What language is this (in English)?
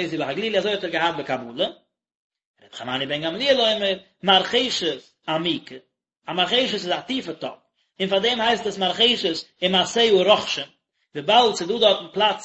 Yiddish